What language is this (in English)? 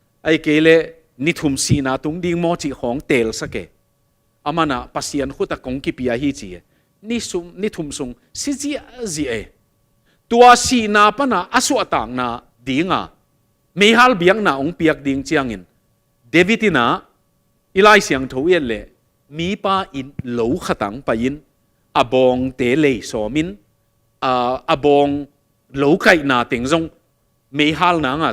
Tedim Chin